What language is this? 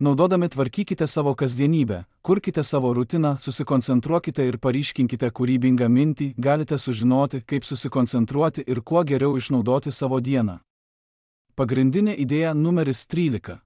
Lithuanian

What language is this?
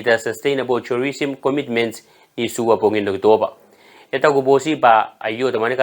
Gilbertese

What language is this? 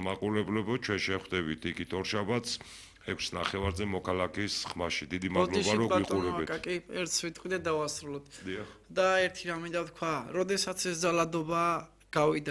Georgian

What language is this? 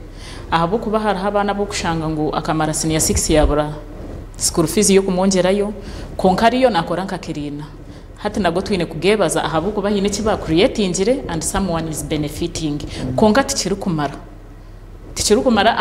Nyankole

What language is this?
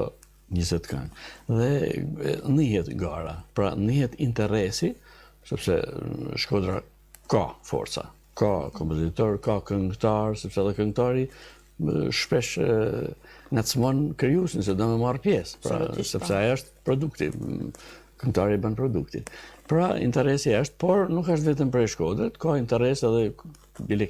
Albanian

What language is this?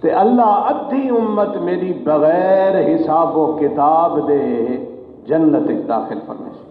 Saraiki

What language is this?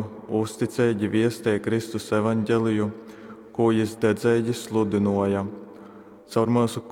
Latgalian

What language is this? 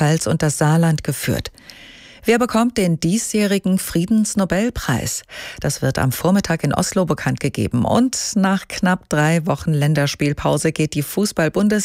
German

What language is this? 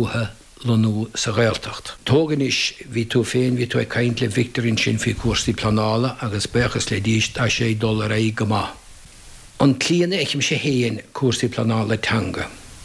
Irish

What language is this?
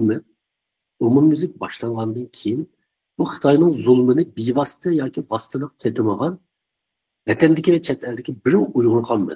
Uyghur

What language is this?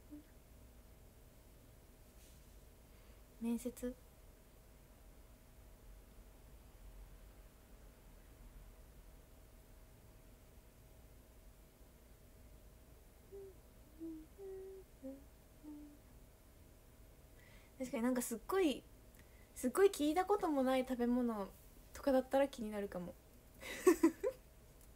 Japanese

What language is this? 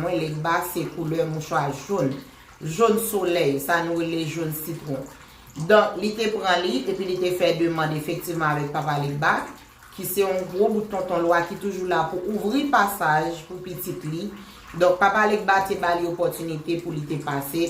Haitian Creole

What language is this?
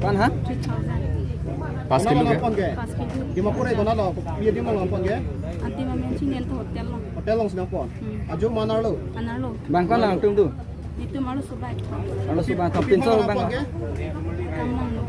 Karbi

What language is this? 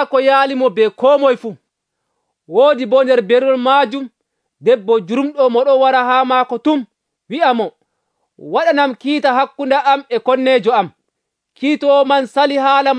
Nigerian Fulfulde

